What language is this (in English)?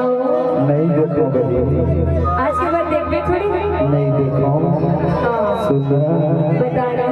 Chhattisgarhi